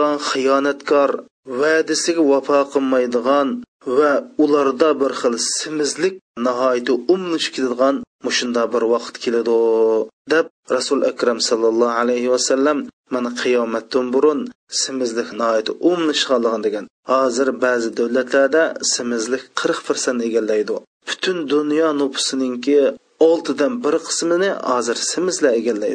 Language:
Uyghur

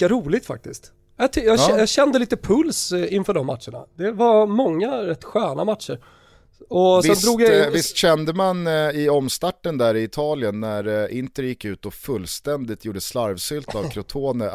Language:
Swedish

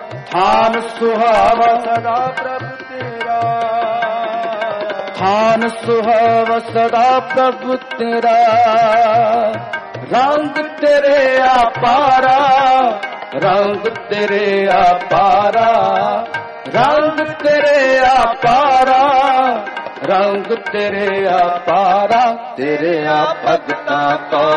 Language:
Punjabi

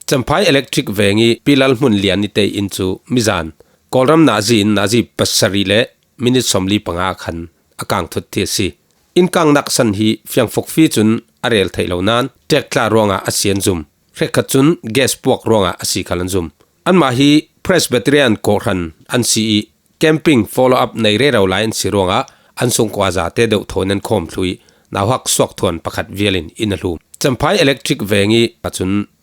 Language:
Falam Chin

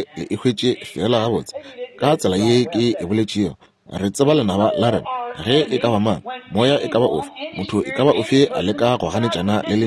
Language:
Northern Sotho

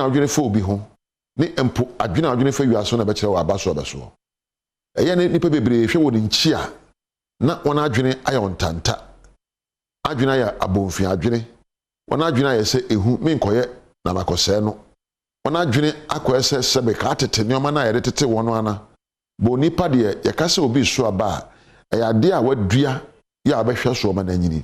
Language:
Akan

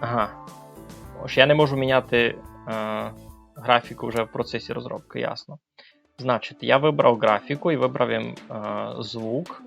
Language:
Rusyn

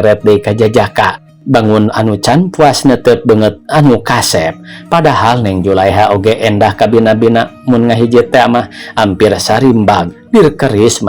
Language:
Sundanese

